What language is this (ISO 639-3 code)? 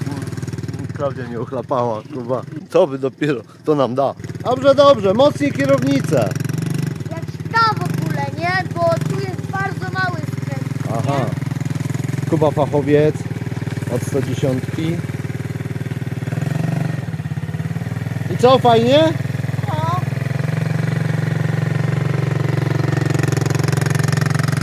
pol